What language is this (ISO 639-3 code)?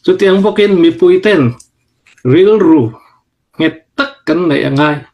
cnh